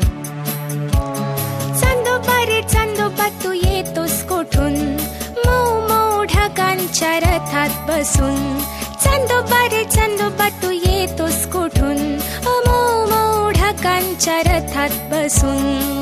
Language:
Marathi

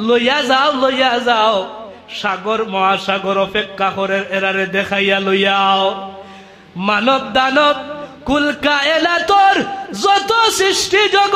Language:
Sylheti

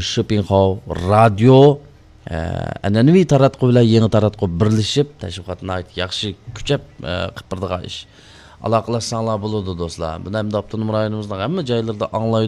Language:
Uyghur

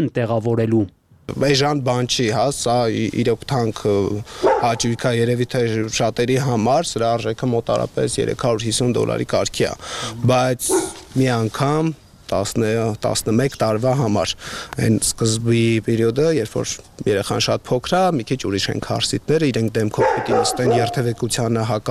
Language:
Armenian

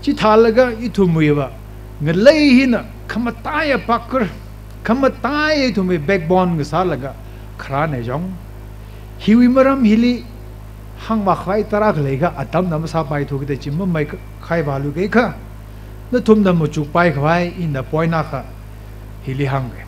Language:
Tangkhul Naga (India)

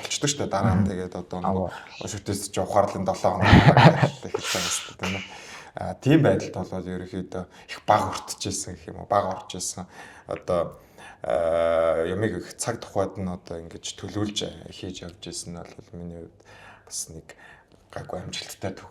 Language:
Mongolian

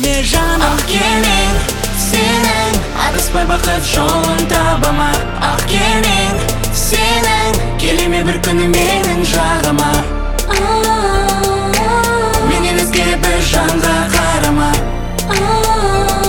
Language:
Kazakh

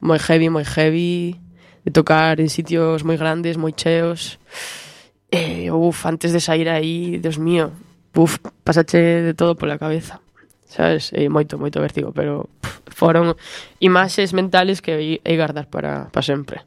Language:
Galician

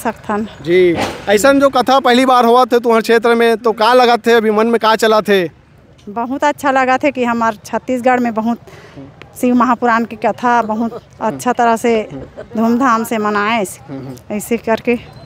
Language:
Chhattisgarhi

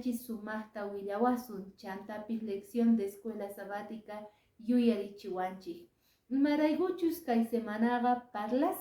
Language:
Quechua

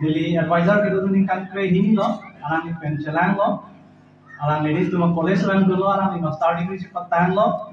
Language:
Karbi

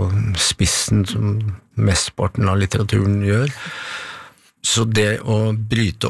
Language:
Norwegian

